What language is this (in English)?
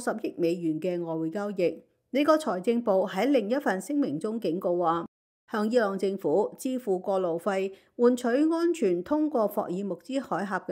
Cantonese